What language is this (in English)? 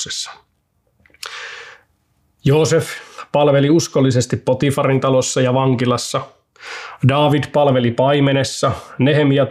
Finnish